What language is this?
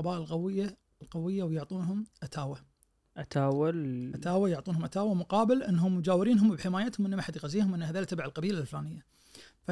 Najdi Arabic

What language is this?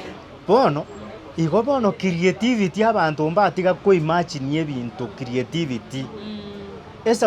Gusii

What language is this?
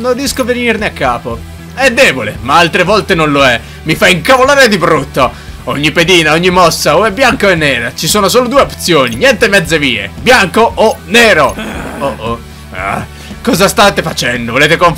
Italian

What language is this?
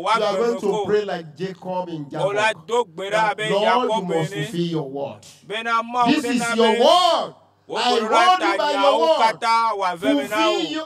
Ewe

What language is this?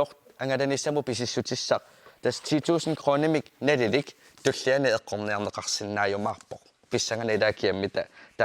Kalaallisut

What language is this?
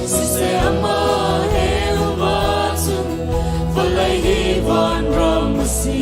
Hakha Chin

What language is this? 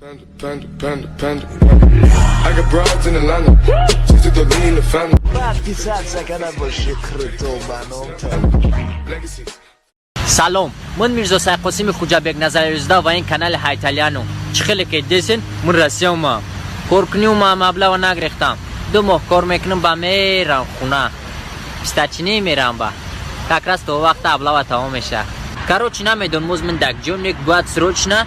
Tajik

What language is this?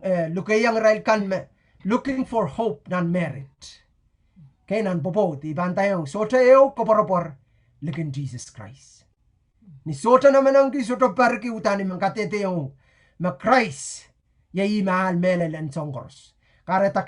Pohnpeian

